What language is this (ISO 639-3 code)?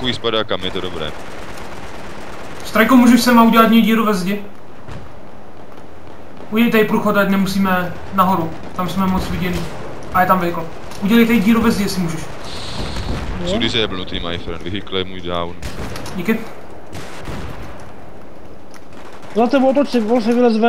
ces